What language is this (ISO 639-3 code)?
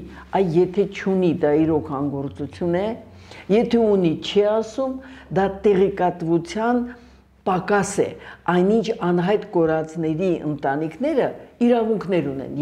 hye